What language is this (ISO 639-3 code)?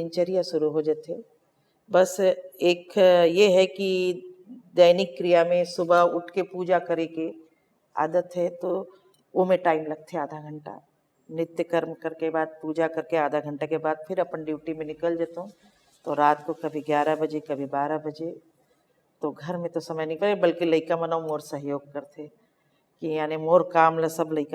hne